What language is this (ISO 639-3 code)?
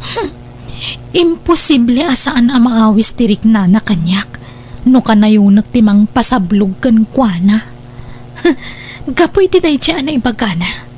ilo